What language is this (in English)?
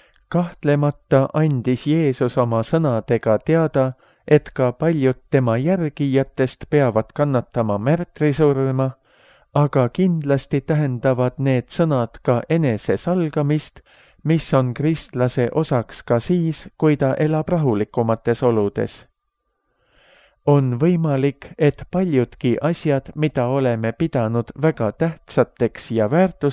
Estonian